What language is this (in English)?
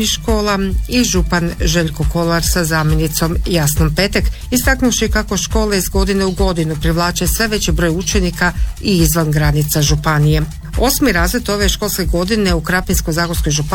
Croatian